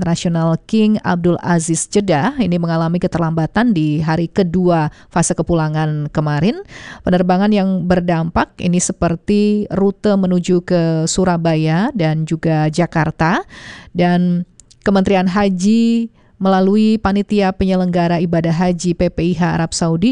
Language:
Indonesian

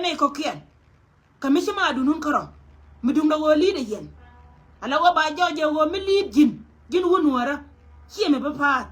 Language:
Nuer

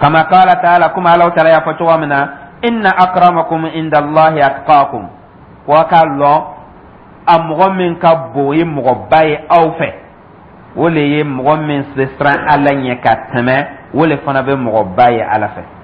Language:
Dyula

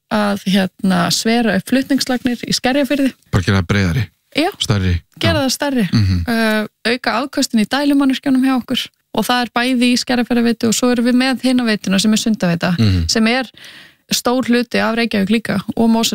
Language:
Icelandic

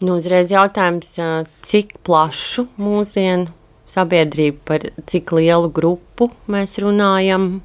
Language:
Latvian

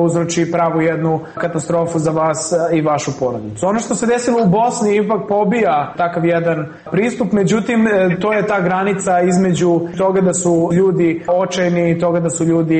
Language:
Serbian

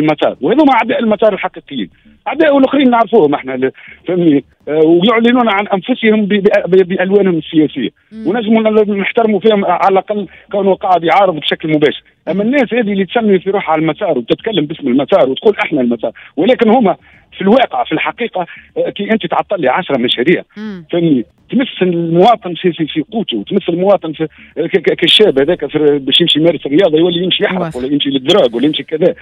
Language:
Tunisian Arabic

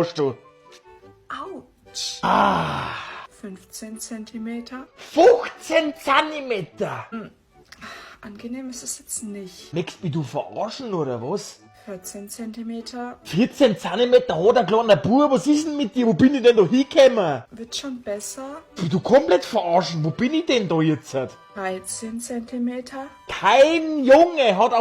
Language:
Bavarian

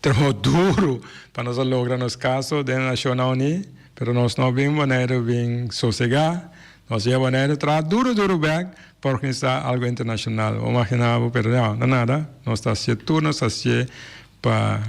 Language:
Papiamento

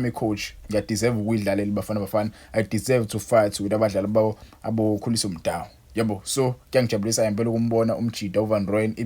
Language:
Zulu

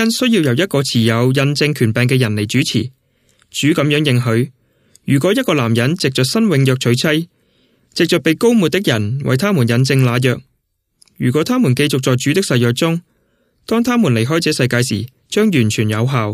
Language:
Cantonese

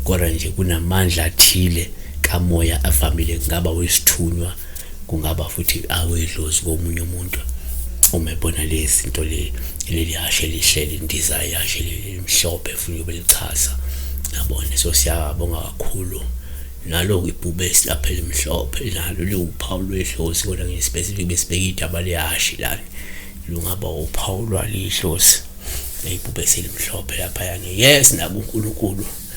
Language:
Zulu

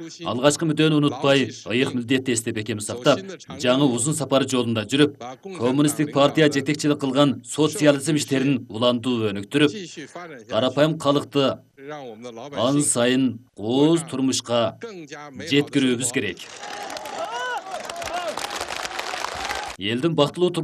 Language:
Kyrgyz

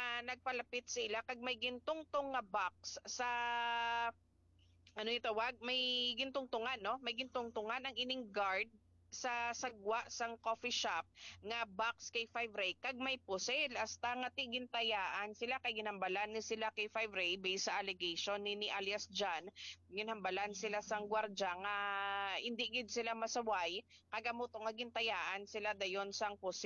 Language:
Hiligaynon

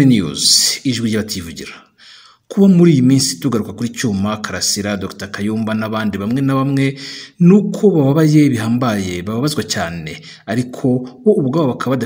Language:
Kinyarwanda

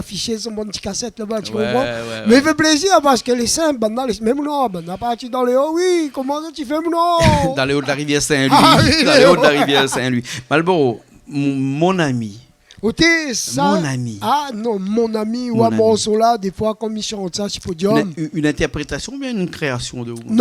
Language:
Réunion Creole French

